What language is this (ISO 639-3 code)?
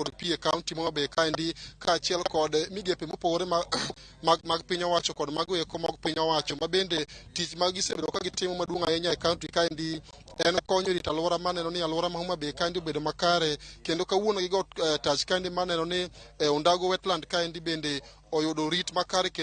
luo